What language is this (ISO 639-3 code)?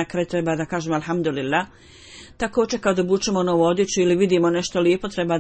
bos